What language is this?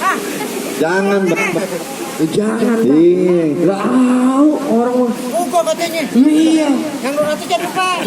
Betawi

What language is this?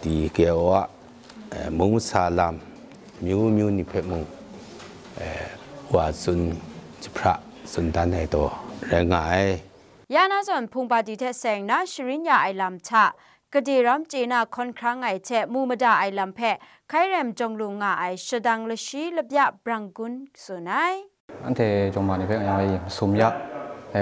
Kachin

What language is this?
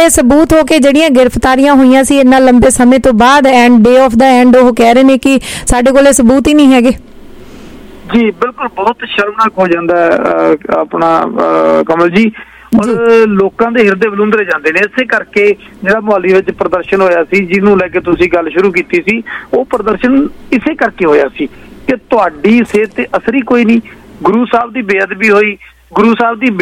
Punjabi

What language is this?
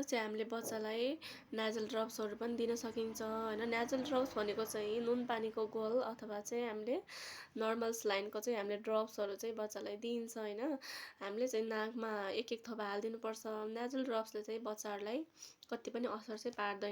Nepali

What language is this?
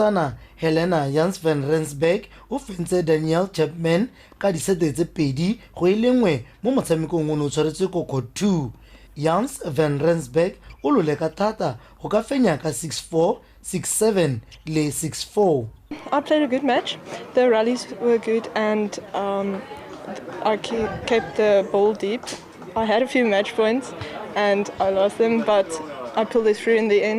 Tswana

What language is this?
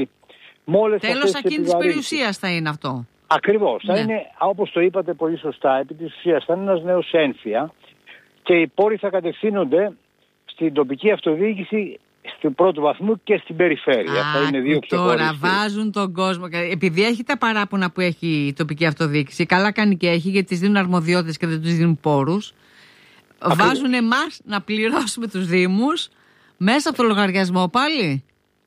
Greek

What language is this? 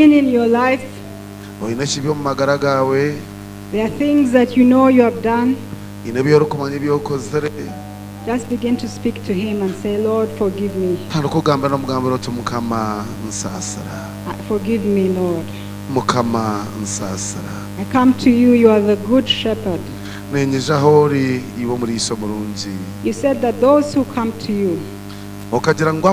Nyankole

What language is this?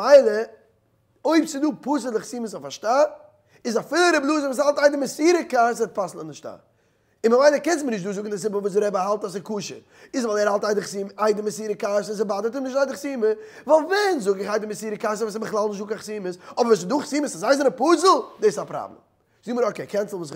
Yiddish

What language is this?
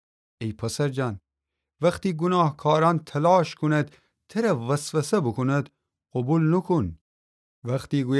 Gilaki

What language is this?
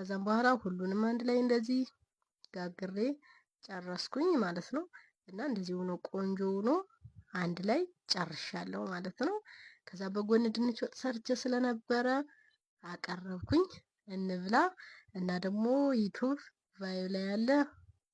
Amharic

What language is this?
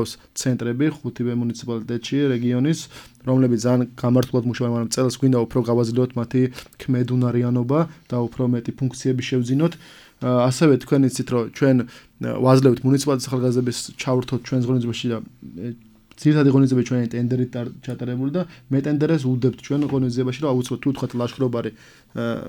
Georgian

